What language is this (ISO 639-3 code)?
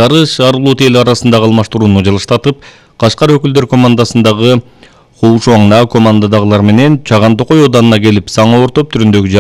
kir